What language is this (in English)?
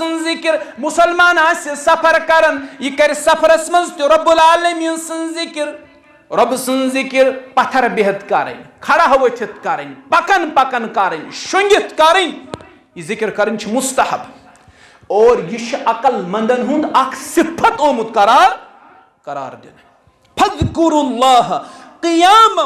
Kashmiri